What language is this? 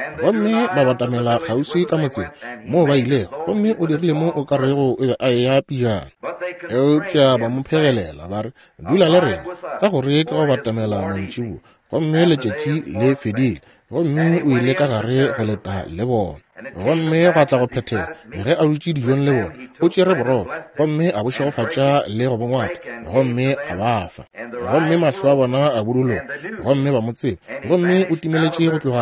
Northern Sotho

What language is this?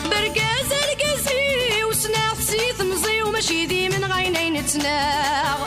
Kabyle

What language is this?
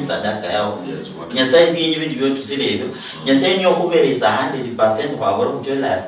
Luyia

